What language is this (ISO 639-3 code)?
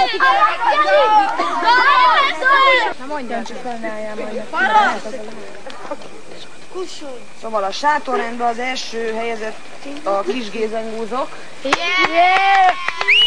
hun